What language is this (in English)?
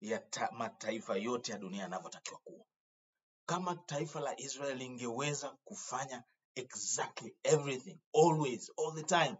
Swahili